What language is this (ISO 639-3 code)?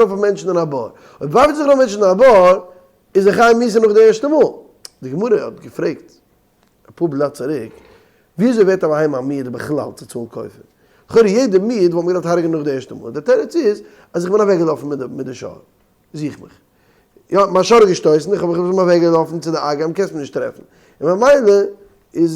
yid